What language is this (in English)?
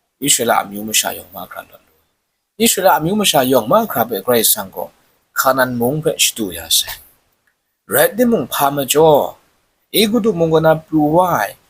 Kachin